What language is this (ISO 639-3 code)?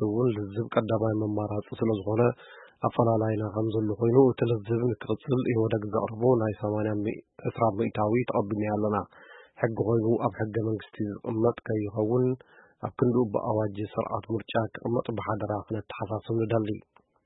tir